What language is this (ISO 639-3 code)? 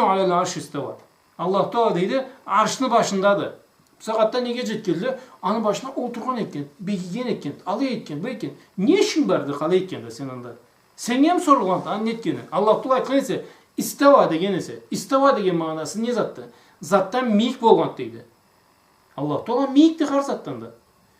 krc